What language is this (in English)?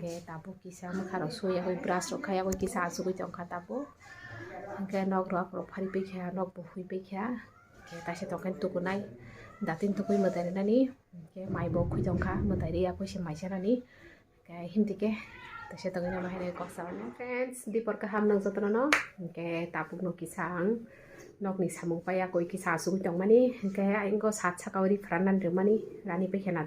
Kok Borok